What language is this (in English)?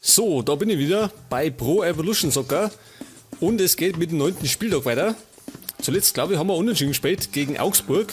Bavarian